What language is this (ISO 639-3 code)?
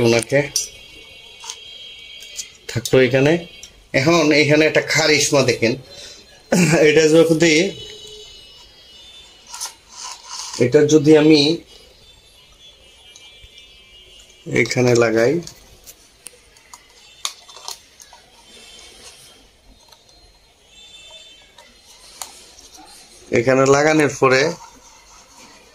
ben